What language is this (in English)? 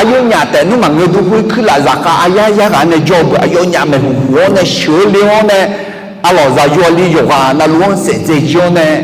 Akha